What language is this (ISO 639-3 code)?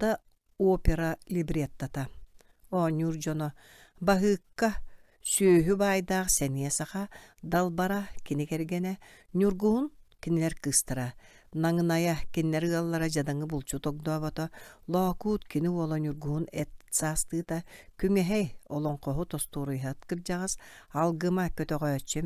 sah